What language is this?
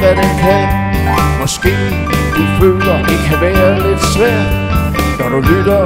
Danish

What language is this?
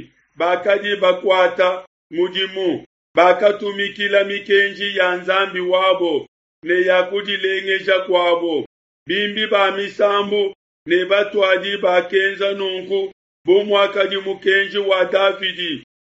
Luba-Lulua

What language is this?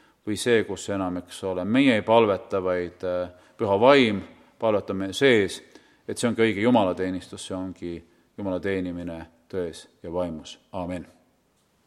Estonian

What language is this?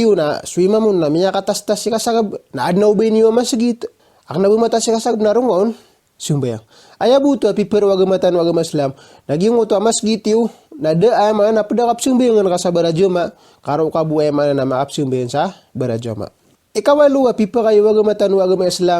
Maranao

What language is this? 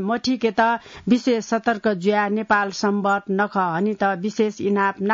Newari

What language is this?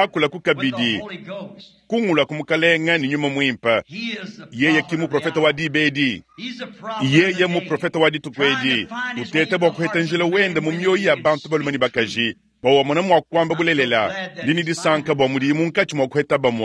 Luba-Lulua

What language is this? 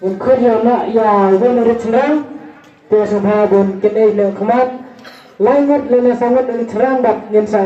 Khasi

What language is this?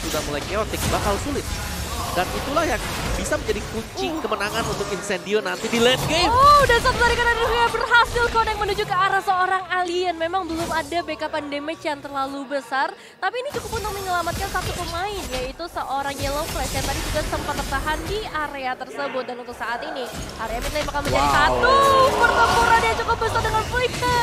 Indonesian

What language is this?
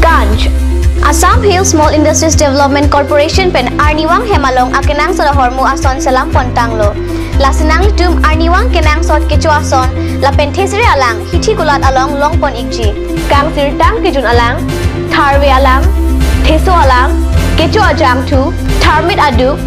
Karbi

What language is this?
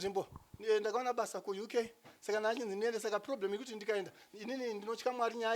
Shona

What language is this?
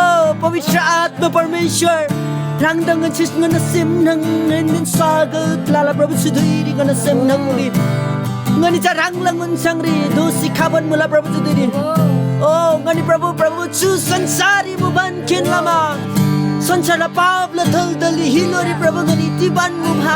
Eastern Tamang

